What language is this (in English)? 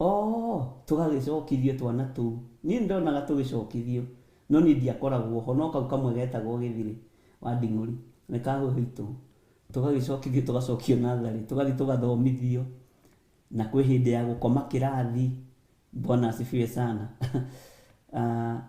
Kikuyu